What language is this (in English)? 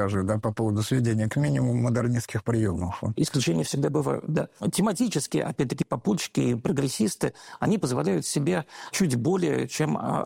Russian